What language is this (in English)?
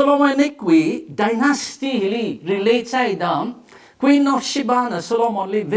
Tangkhul Naga (India)